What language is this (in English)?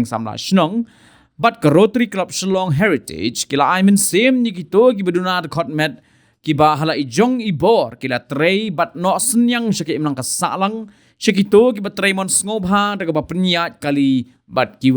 Khasi